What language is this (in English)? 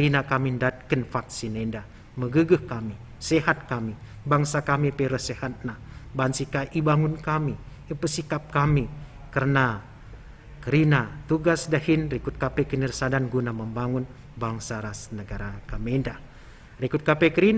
Batak Karo